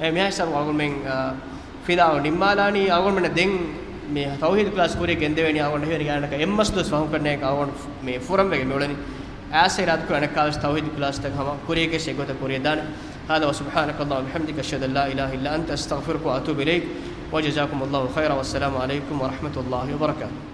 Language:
Divehi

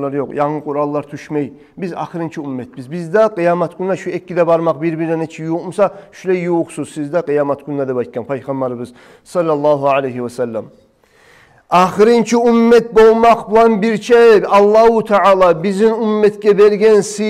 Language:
Kumyk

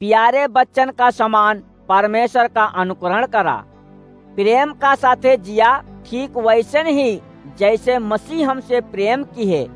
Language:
Awadhi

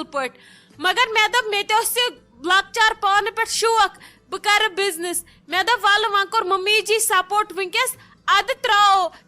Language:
Kashmiri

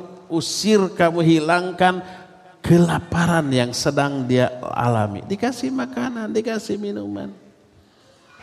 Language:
Indonesian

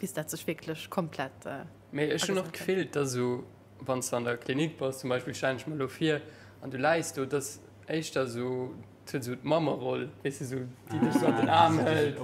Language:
Luxembourgish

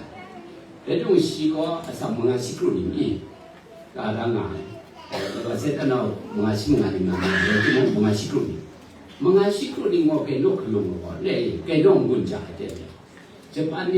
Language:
Kachin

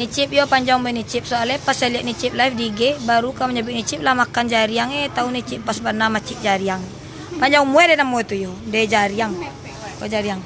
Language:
Minangkabau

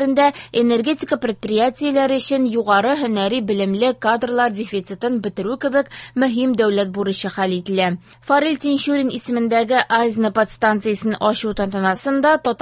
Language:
Tatar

